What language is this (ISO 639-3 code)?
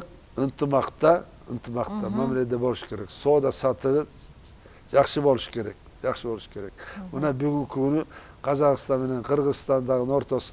kir